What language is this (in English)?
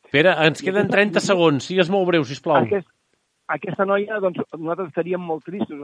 Catalan